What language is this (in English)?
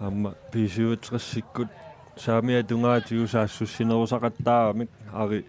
Kalaallisut